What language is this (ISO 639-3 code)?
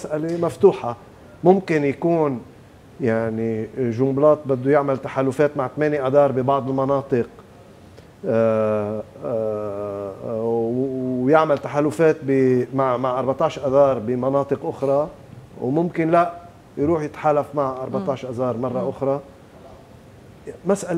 apc